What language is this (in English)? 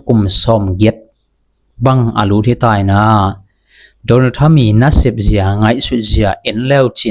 Tedim Chin